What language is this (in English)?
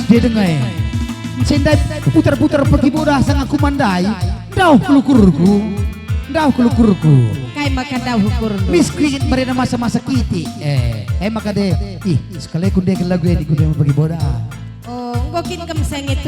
Batak Karo